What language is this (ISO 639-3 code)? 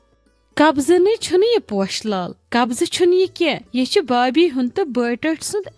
kas